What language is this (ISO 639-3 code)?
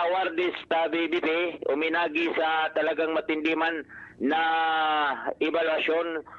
bik